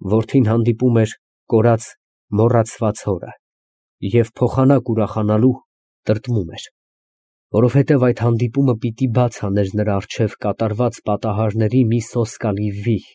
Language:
Armenian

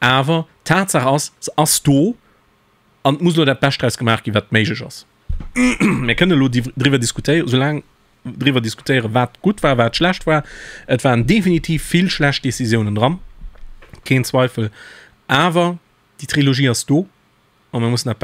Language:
Luxembourgish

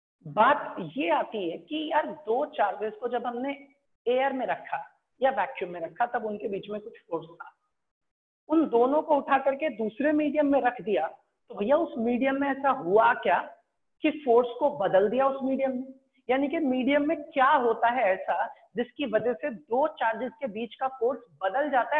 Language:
Hindi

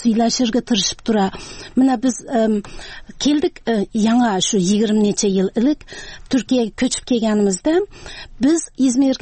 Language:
Tatar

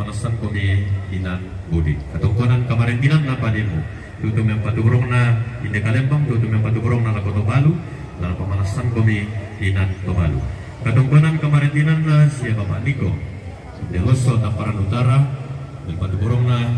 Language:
Toraja-Sa'dan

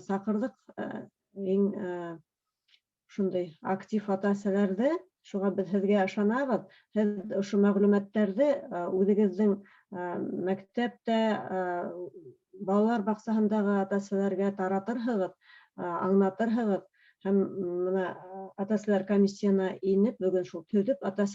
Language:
Bashkir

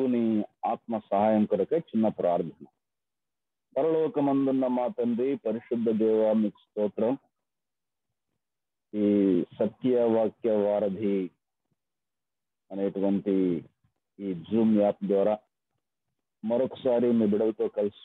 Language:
Telugu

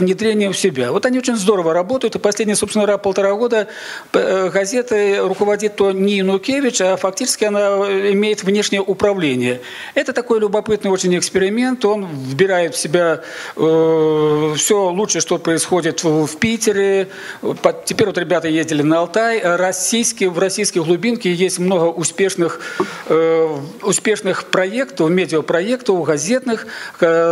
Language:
Russian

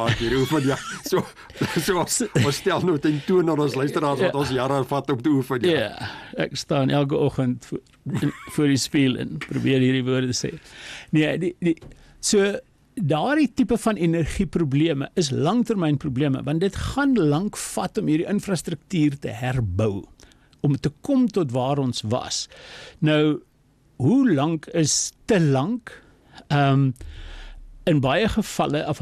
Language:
Afrikaans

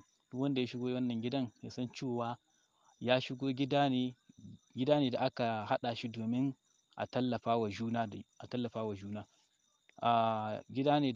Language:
Hausa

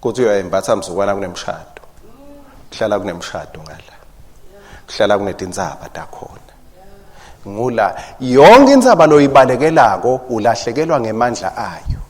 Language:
Swati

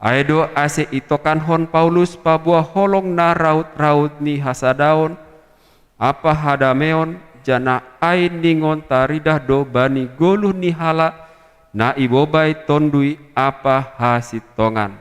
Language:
Batak Simalungun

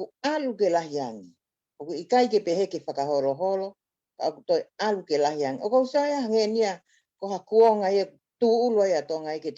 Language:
Tongan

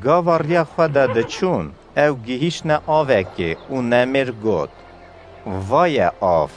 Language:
Kurdish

